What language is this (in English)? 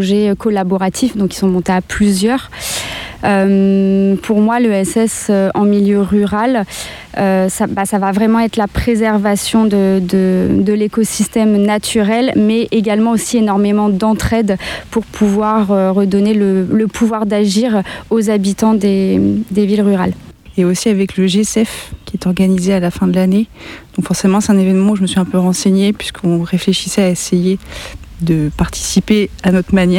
French